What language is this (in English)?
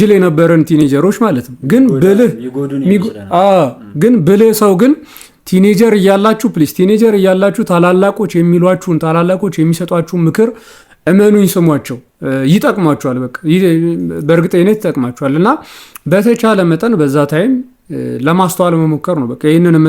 Amharic